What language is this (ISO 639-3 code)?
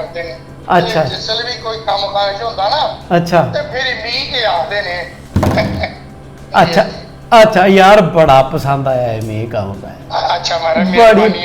doi